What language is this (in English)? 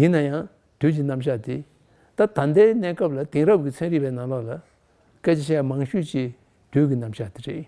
Tibetan